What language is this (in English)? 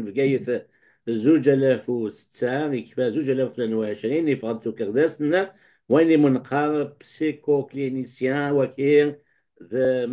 Kabyle